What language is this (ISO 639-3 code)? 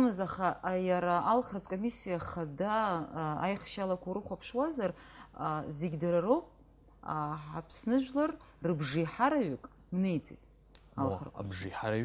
abk